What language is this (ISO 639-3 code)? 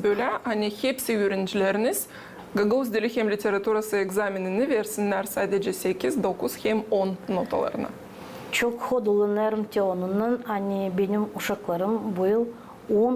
gag